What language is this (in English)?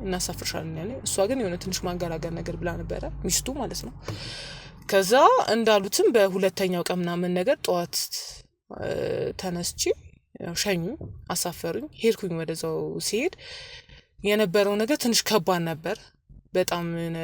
Amharic